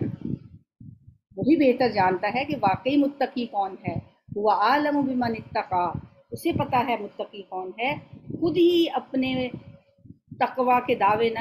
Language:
Urdu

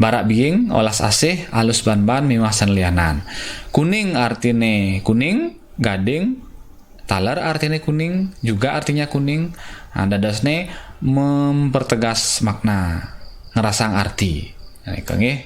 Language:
Balinese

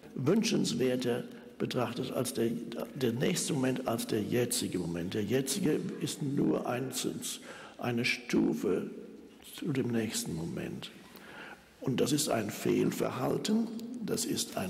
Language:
German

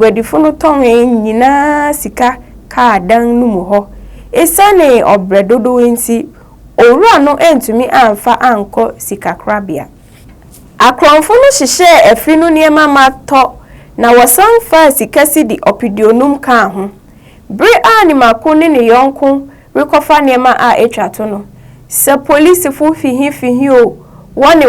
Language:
Akan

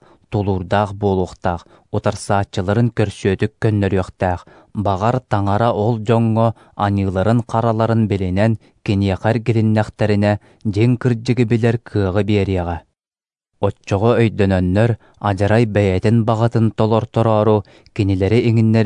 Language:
Yakut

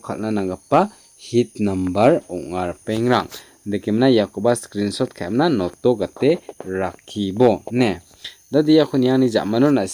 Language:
Garo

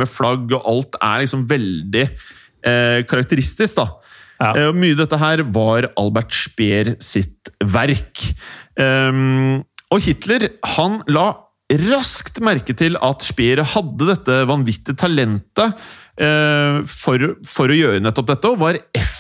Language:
Norwegian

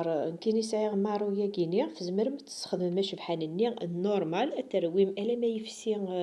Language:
Kabyle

